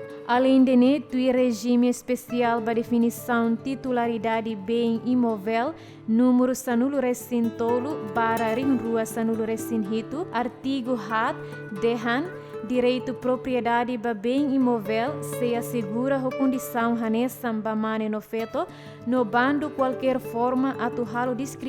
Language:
Tetum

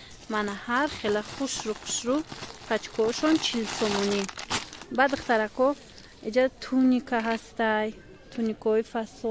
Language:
Tajik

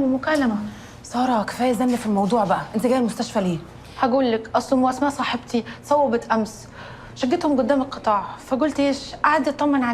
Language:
Egyptian Arabic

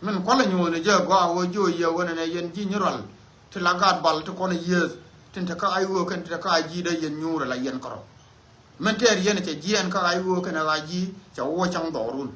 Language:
Nuer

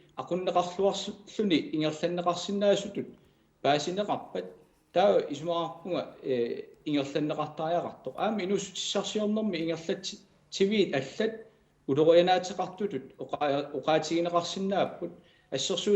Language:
Kalaallisut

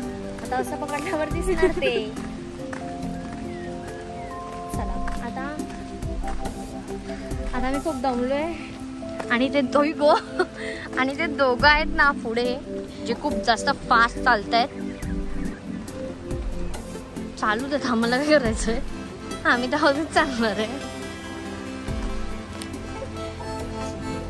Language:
Marathi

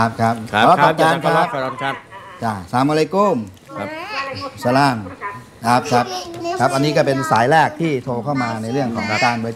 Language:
Thai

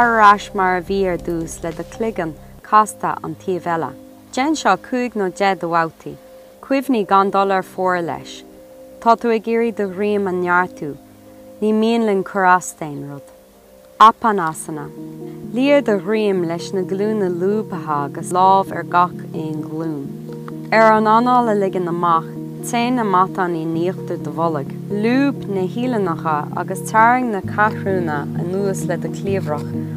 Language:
Irish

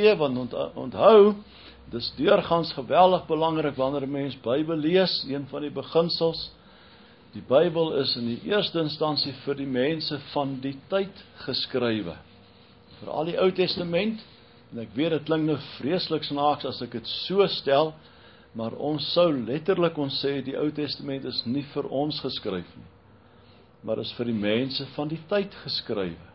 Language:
Afrikaans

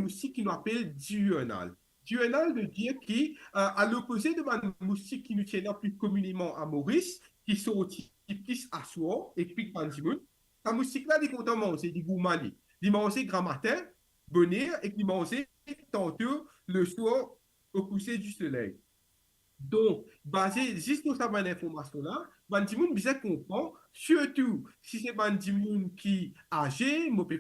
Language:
Morisyen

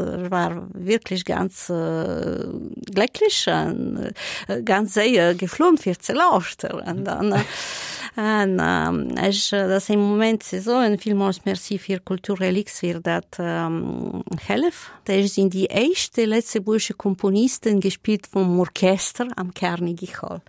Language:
Luxembourgish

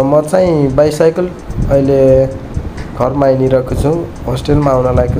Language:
Nepali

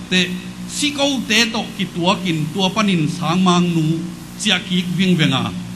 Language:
Tedim Chin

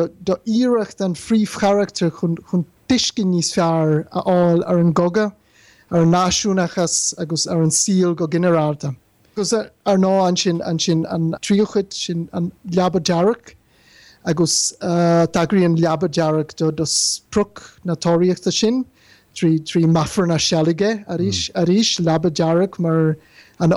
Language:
Irish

